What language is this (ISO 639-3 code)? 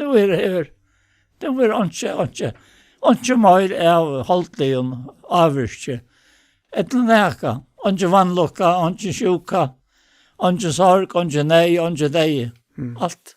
fao